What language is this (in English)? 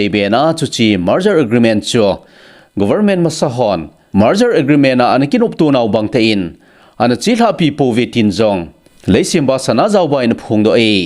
Thado Chin